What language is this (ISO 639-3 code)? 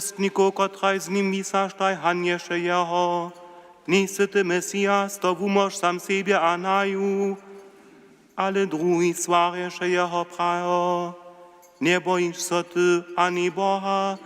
hsb